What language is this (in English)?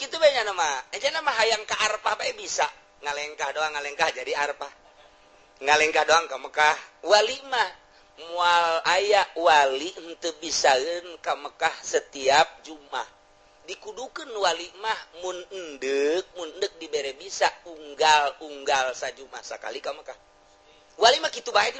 Sundanese